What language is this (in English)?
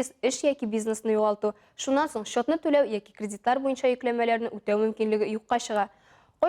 Tatar